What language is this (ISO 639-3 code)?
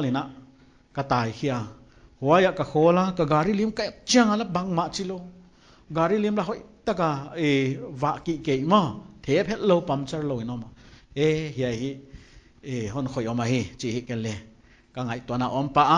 pck